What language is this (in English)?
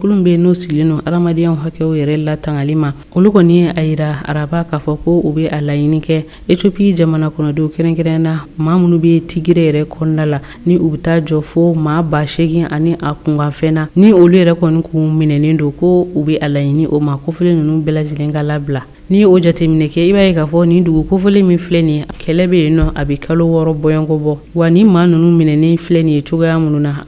Bambara